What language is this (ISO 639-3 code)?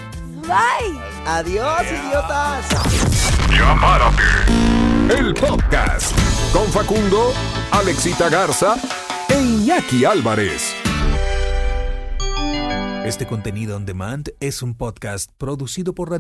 spa